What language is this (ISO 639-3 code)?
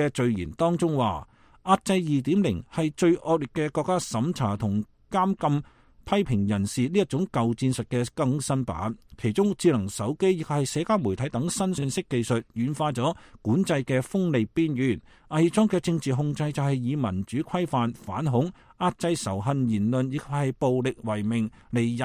yue